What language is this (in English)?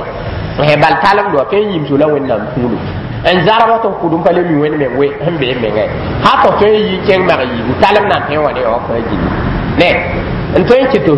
Mossi